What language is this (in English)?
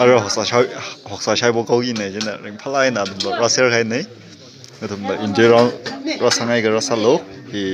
Tangkhul Naga (India)